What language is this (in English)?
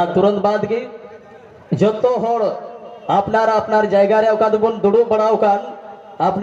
Santali